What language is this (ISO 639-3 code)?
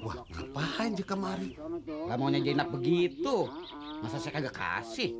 bew